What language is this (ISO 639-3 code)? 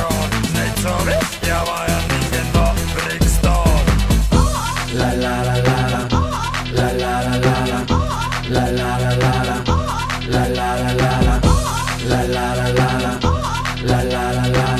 est